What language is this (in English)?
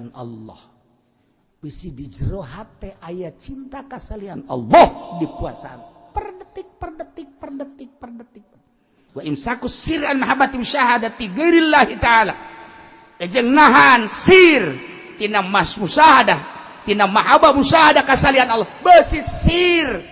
Sundanese